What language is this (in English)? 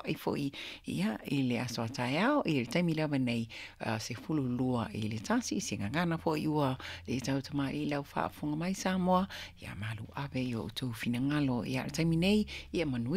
Samoan